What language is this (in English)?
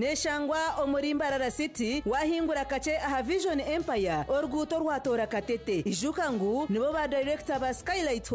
Nyankole